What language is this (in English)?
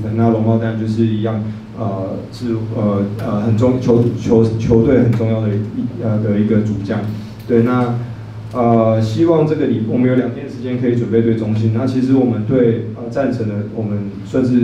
Chinese